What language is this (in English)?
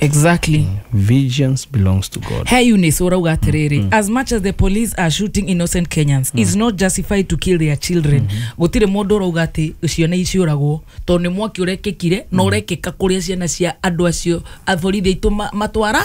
Kikuyu